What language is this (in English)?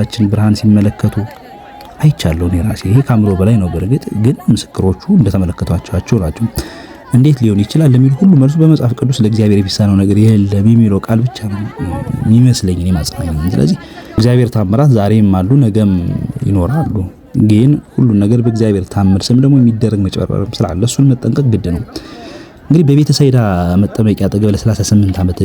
Amharic